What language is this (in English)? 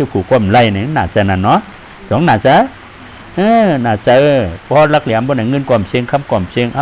Shan